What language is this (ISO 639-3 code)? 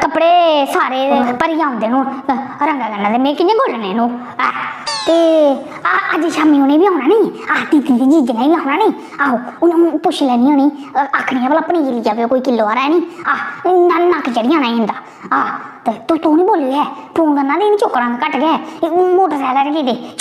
doi